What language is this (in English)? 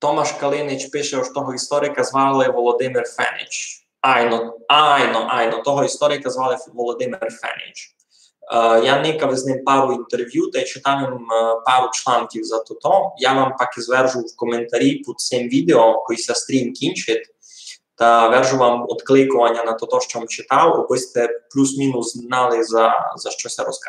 Rusyn